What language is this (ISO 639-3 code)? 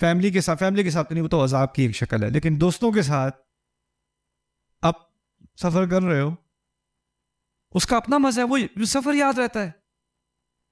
urd